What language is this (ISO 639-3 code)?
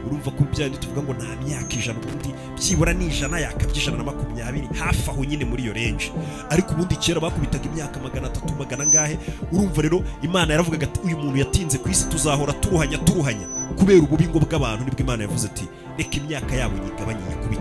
kin